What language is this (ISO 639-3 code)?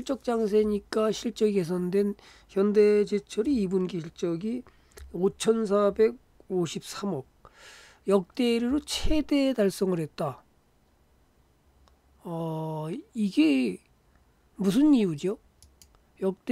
kor